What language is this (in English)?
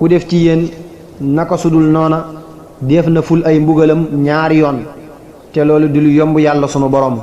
Wolof